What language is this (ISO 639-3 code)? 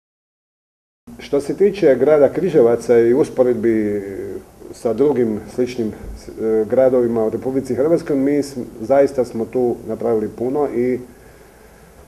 hrv